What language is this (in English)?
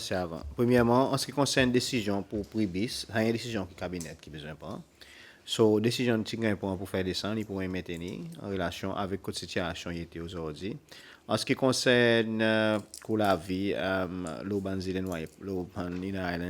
Seselwa Creole French